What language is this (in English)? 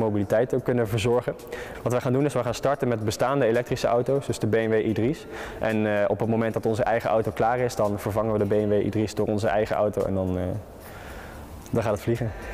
Dutch